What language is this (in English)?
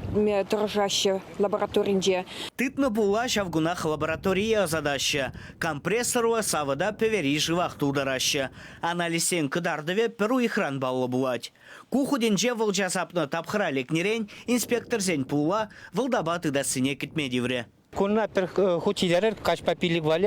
Chuvash